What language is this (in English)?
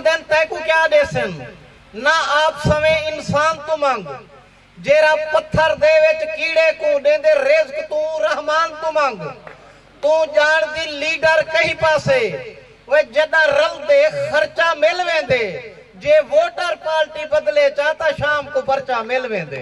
Saraiki